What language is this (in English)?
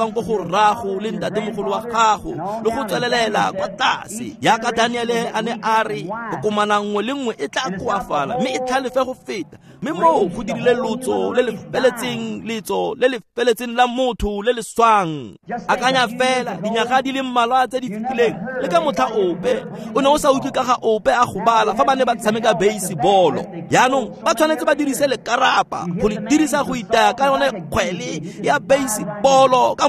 Tswana